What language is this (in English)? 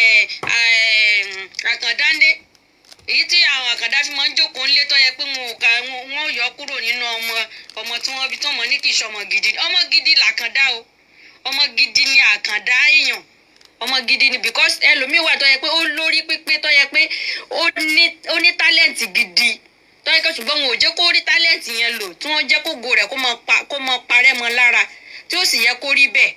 Yoruba